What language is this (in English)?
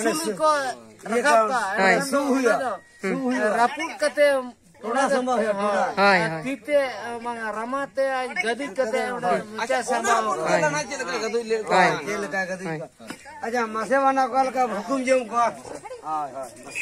Santali